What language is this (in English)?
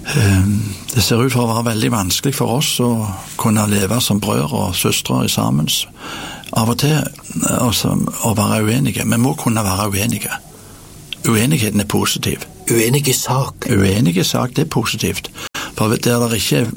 Norwegian